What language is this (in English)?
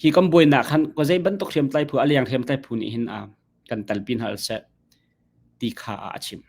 Hakha Chin